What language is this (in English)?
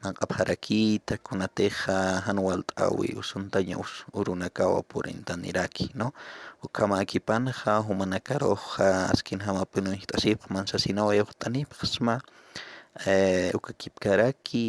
Aymara